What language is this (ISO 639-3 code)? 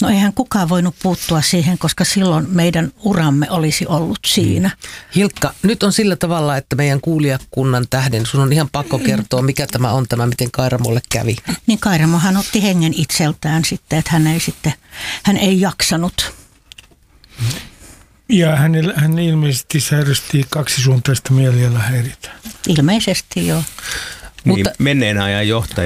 fin